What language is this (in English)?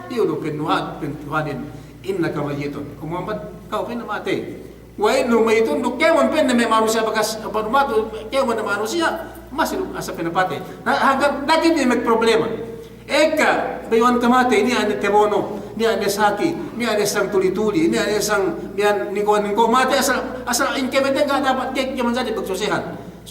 Yakan